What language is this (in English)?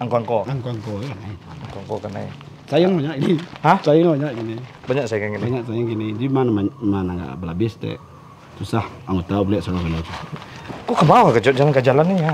Minangkabau